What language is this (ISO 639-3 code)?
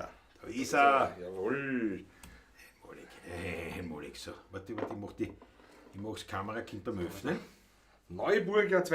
bar